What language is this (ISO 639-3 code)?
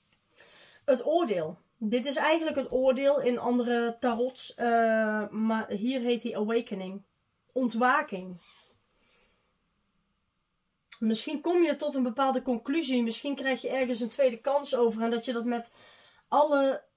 nld